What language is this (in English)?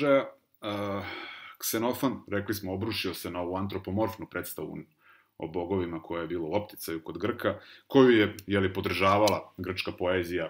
Serbian